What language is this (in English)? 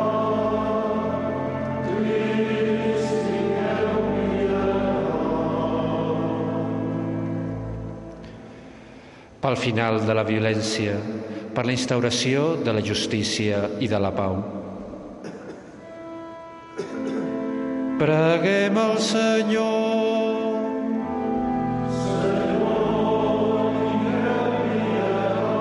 Catalan